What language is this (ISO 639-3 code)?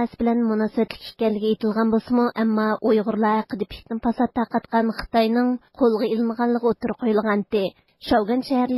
uig